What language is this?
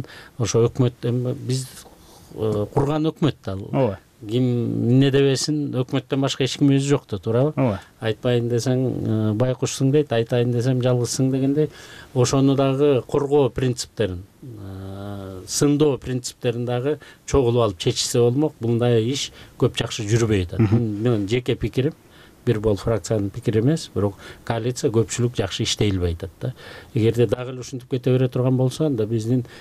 Kyrgyz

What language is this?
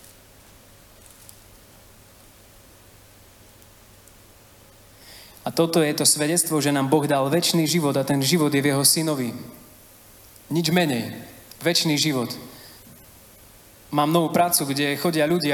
Slovak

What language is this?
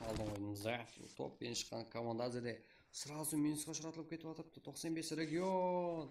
Kara-Kalpak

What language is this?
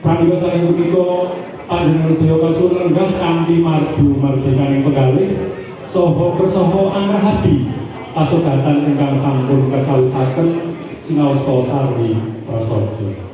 Javanese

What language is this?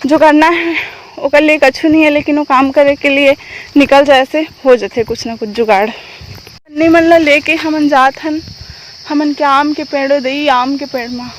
Chhattisgarhi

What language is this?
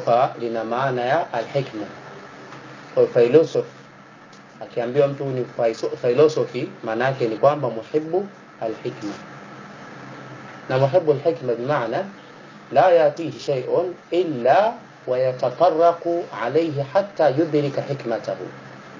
Swahili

